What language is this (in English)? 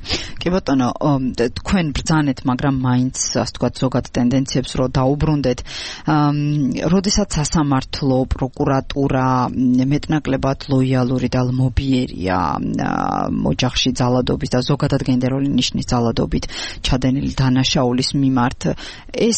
Georgian